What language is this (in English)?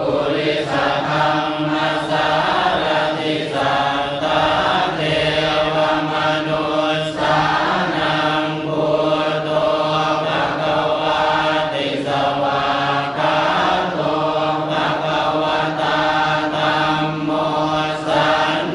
Pali